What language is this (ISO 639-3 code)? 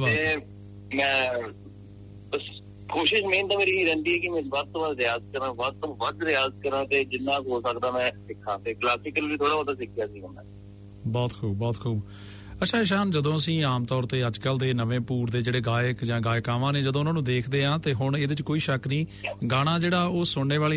pan